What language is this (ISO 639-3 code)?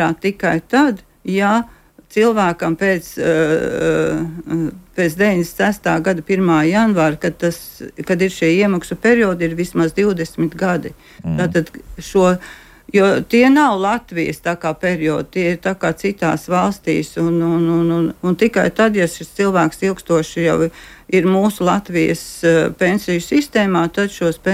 lav